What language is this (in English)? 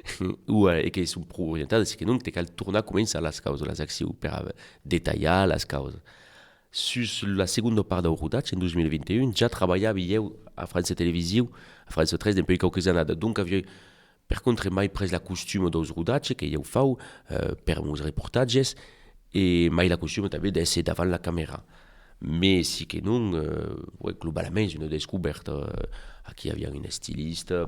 Occitan